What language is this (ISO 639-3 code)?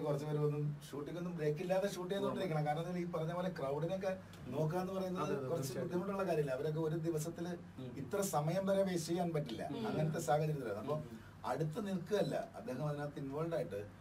mal